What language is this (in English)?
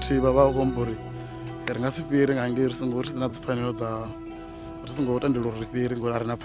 Venda